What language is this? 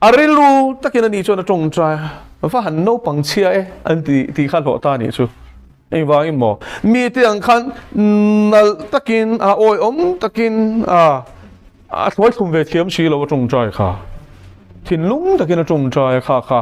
Mizo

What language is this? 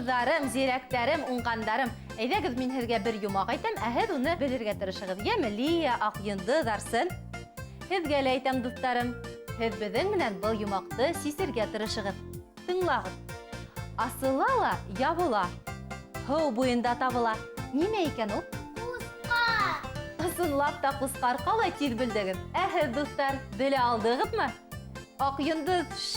Bashkir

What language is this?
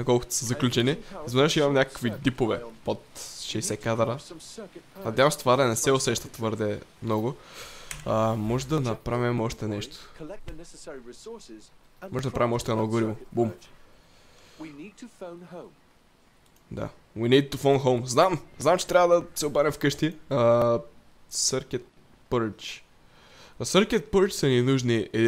Bulgarian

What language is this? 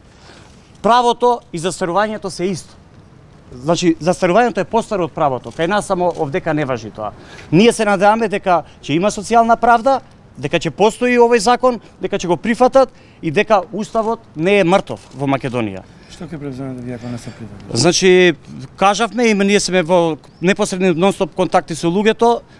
Macedonian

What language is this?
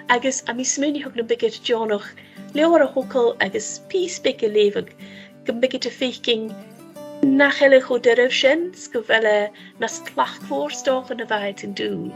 Scottish Gaelic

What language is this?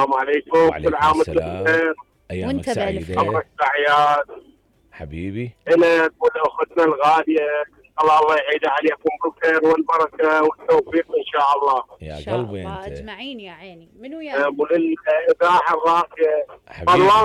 Mesopotamian Arabic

